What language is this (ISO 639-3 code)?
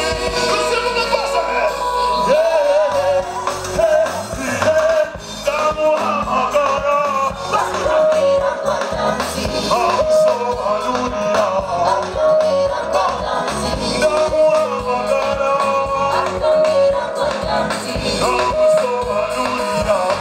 kin